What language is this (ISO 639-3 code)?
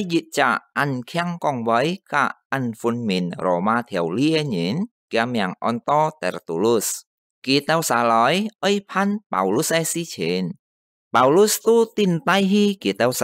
hak